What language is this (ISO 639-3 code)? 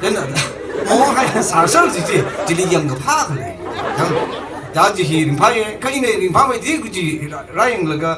nmf